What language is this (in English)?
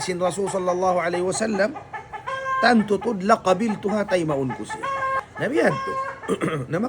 Tausug